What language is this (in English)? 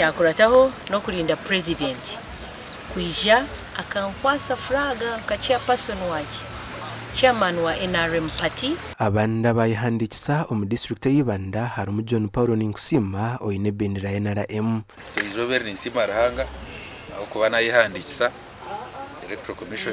Nyankole